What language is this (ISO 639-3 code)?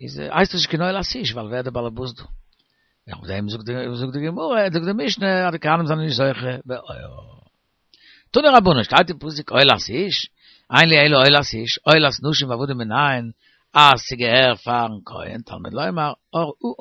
yid